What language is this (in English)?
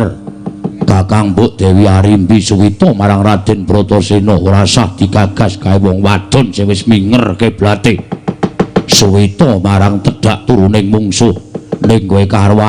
Javanese